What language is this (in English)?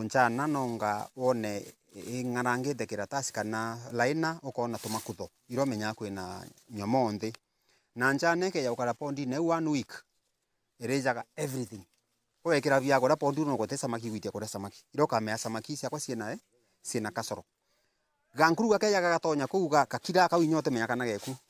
Meru